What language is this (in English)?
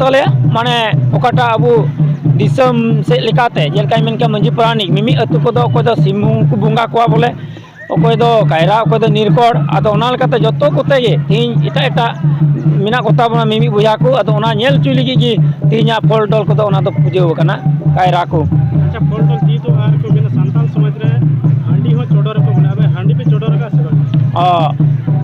Santali